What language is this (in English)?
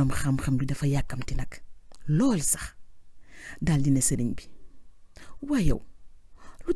Wolof